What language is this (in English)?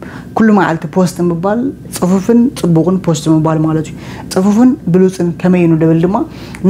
Tigrinya